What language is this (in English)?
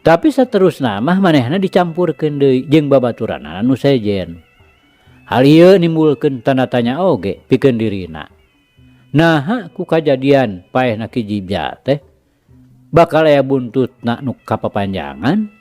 Sundanese